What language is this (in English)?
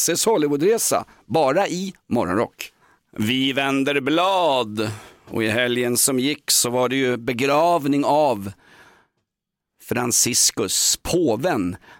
Swedish